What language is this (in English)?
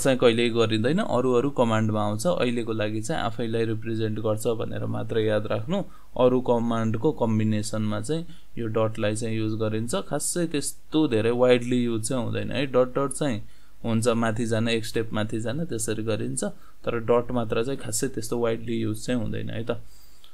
Nepali